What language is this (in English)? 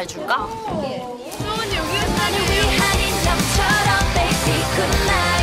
Korean